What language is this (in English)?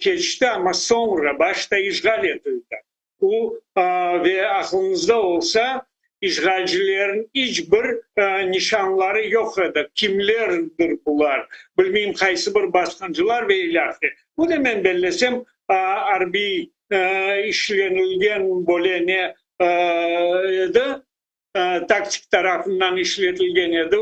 Crimean Tatar